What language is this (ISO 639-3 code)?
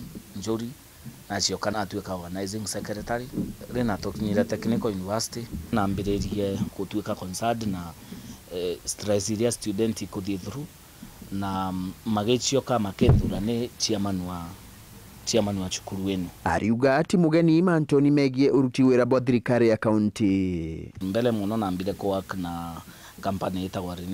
mer